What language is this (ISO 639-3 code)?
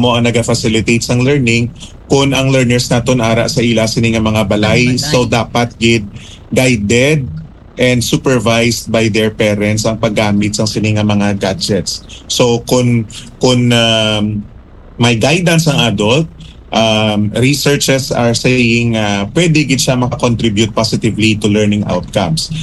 hil